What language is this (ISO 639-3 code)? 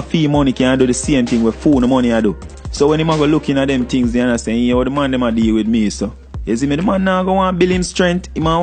jam